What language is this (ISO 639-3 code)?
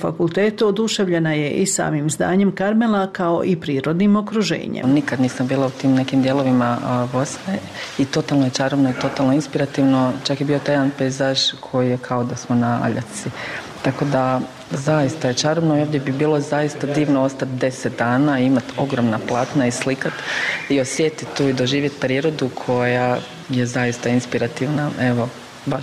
bos